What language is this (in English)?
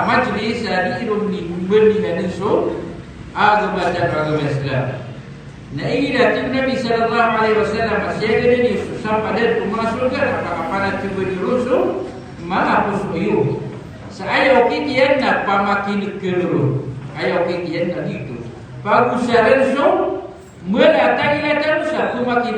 Maranao